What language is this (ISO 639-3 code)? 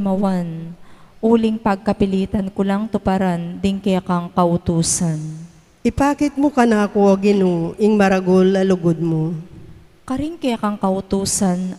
pam